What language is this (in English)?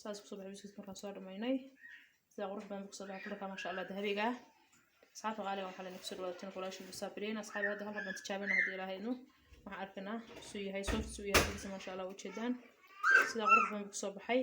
Somali